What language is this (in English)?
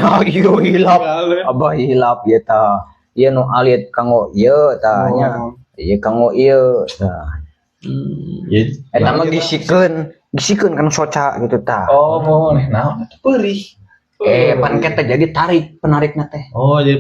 Sundanese